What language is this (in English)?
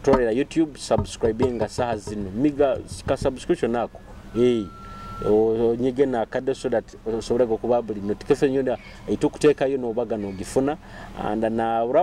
Nyoro